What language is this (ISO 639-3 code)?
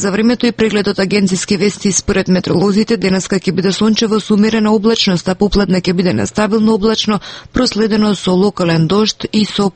mkd